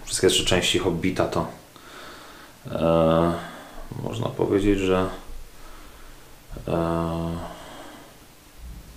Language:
Polish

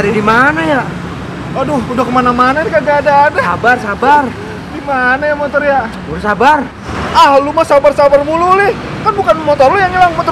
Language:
Betawi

